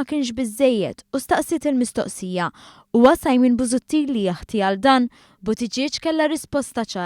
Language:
Maltese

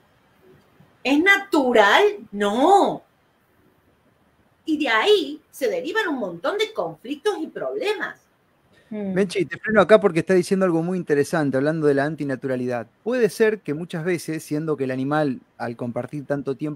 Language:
Spanish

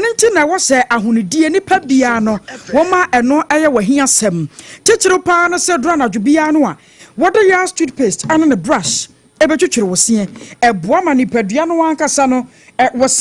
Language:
Akan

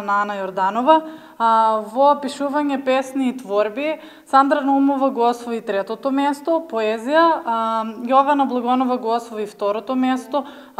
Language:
Macedonian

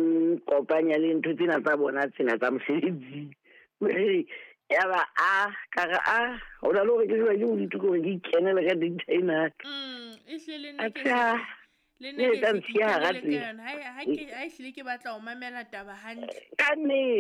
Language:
Southern Sotho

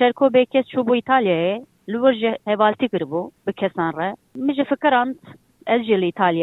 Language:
Kurdish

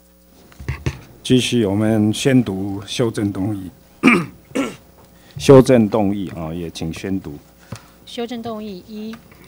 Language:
Chinese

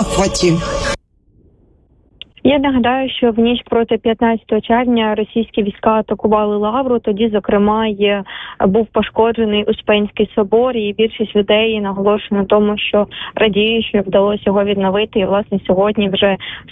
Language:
Ukrainian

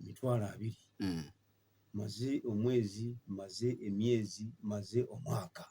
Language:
Ganda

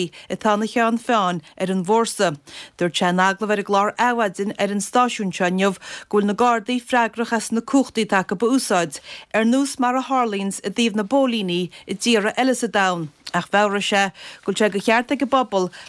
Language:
Irish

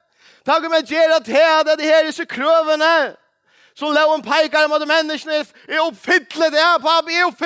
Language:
Faroese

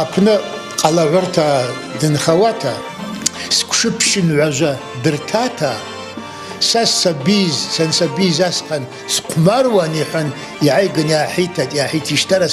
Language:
Abkhazian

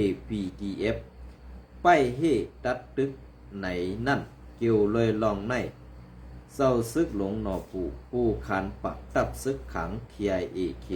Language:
Shan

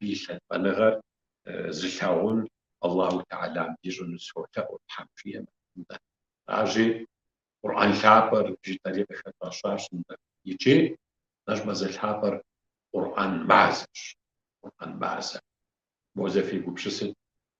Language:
Kabardian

